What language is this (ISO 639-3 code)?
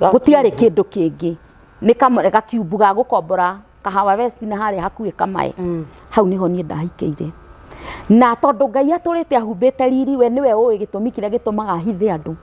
kik